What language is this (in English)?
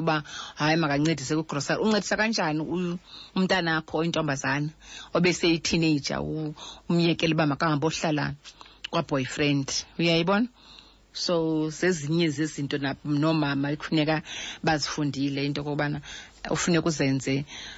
Xhosa